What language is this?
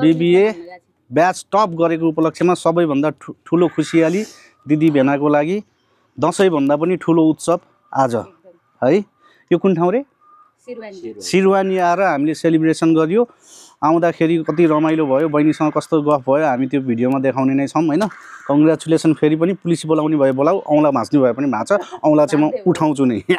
Nepali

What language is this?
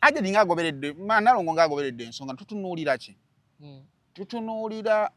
Ganda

